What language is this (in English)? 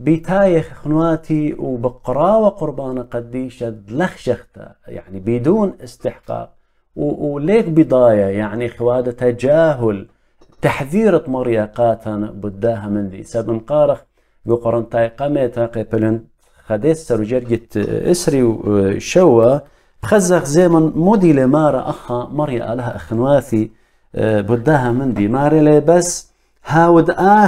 Assyrian Neo-Aramaic